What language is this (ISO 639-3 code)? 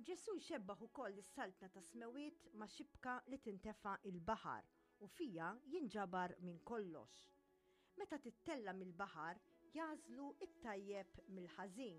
mlt